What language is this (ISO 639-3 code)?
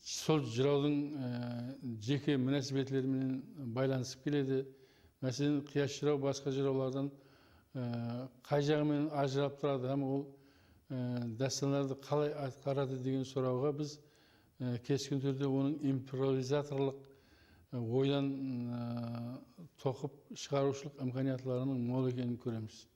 kaa